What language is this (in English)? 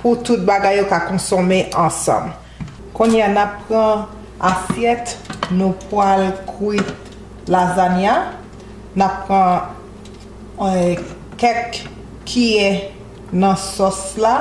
Haitian Creole